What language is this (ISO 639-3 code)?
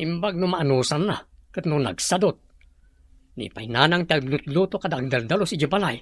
ilo